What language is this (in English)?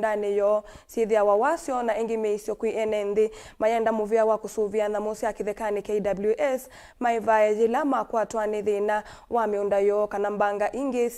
Kamba